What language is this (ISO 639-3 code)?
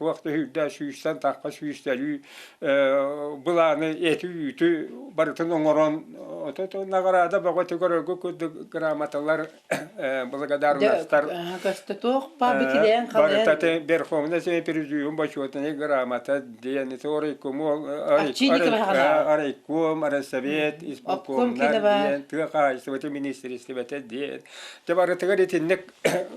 sah